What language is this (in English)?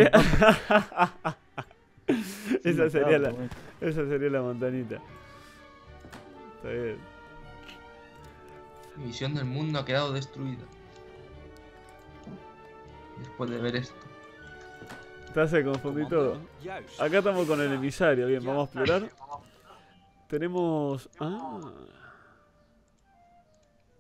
Spanish